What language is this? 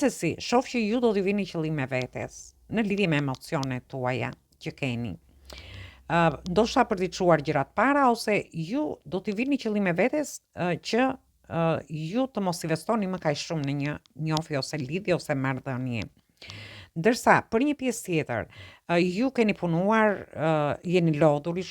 Albanian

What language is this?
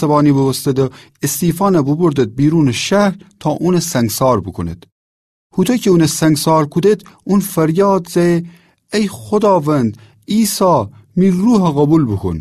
Gilaki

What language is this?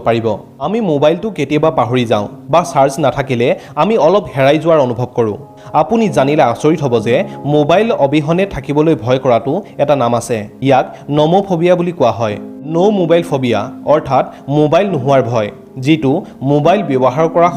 Assamese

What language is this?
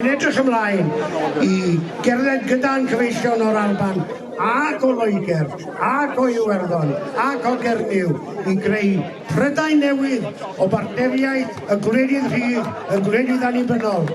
Welsh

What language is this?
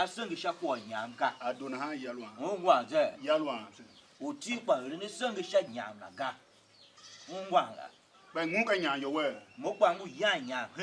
Tiv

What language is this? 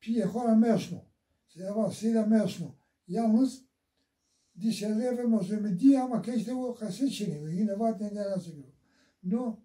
Zaza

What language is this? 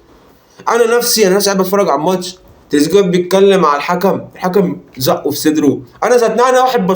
Egyptian Arabic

